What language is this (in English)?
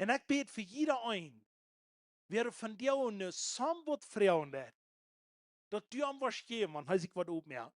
Plautdietsch